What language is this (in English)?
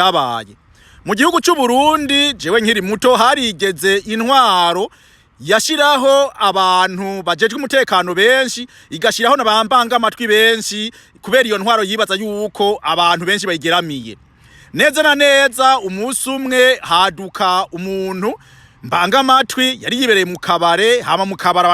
Rundi